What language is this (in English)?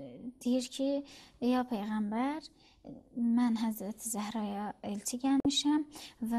Azerbaijani